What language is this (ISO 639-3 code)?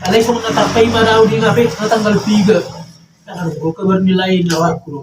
bbc